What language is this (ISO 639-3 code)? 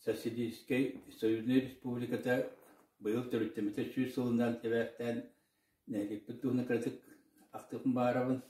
sah